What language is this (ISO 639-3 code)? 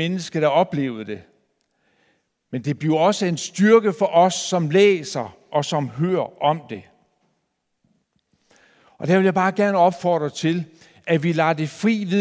dan